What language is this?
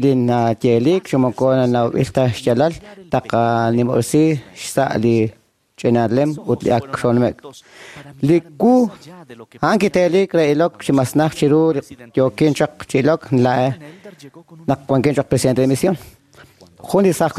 Kekchí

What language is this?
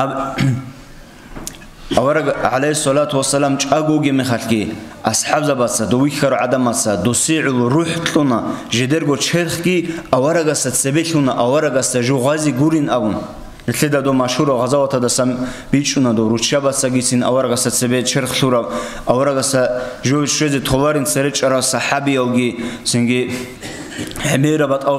Avaric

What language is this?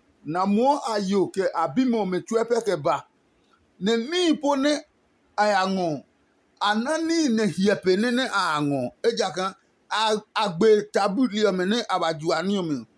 Adangme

